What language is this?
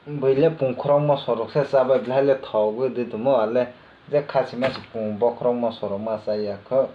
Kok Borok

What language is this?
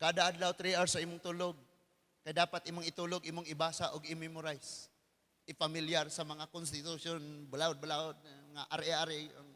Cebuano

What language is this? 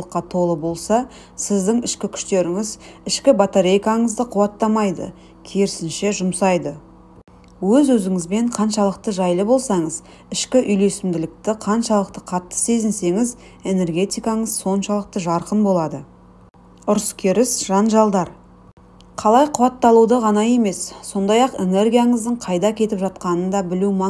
Kazakh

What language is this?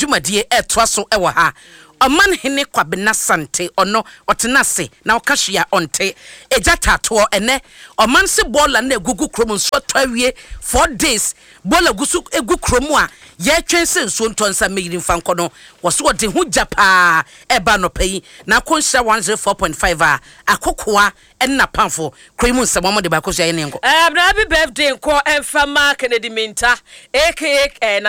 Akan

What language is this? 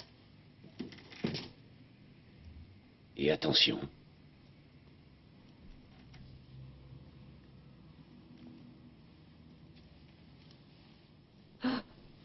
French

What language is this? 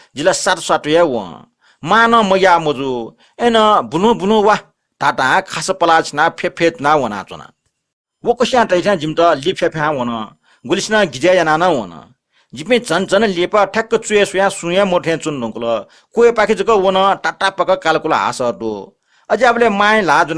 Newari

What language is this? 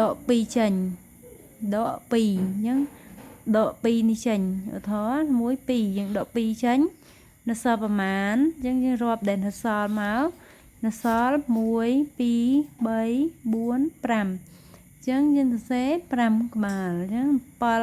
Khmer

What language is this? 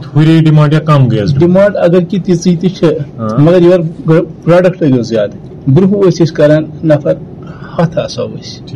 Kashmiri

